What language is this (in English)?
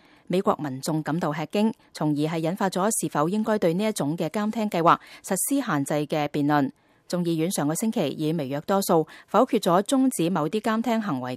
Cantonese